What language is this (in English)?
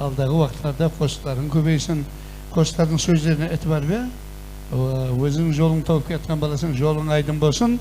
Kara-Kalpak